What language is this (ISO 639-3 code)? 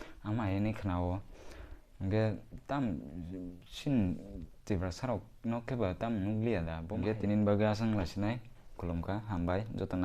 trp